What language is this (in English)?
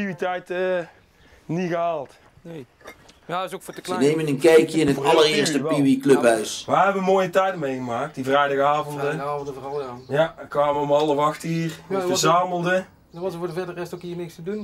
Dutch